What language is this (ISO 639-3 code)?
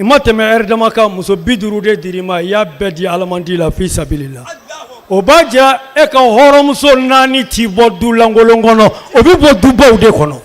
bam